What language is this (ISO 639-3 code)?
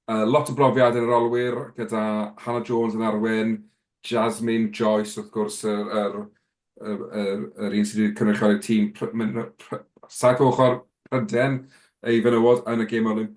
cym